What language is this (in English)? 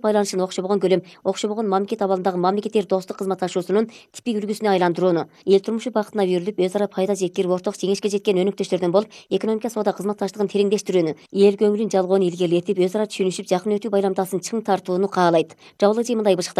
Kyrgyz